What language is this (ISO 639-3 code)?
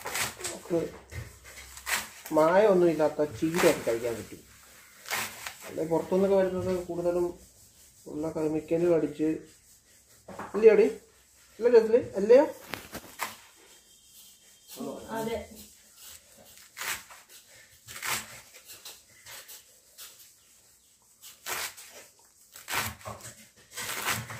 mal